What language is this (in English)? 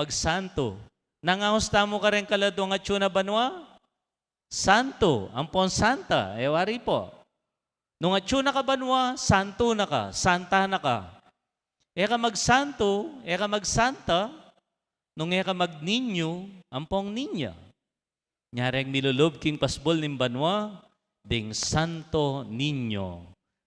Pampanga